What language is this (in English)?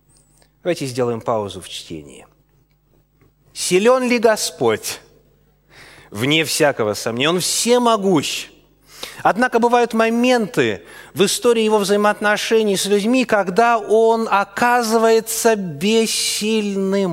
Russian